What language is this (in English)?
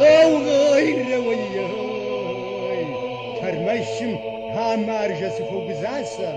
Kabardian